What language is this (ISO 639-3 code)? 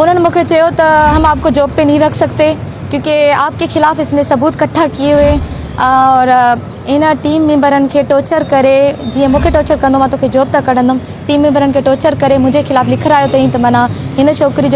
snd